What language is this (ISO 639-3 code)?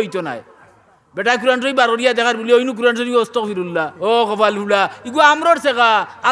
syl